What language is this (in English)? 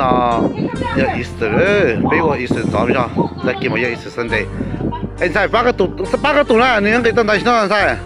Hmong